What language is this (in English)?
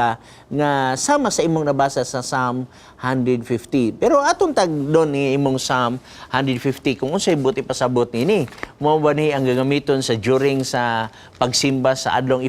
Cebuano